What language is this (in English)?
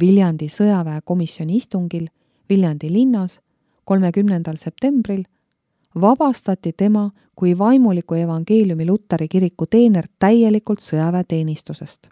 Estonian